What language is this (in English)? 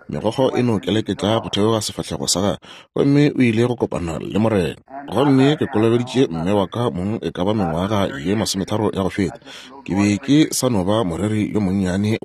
Northern Sotho